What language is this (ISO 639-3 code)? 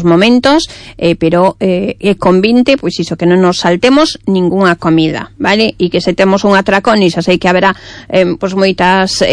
glg